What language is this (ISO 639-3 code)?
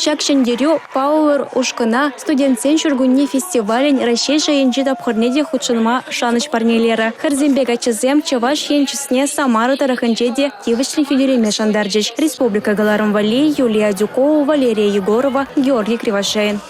chv